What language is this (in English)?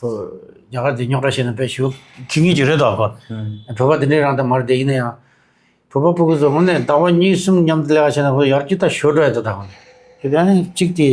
Tibetan